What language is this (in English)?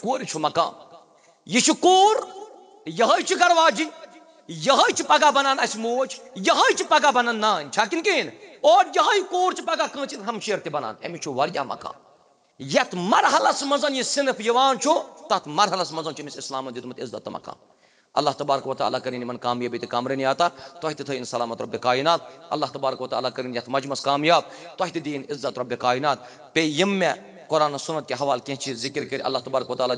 Kashmiri